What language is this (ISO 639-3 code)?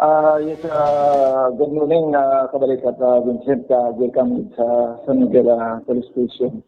hil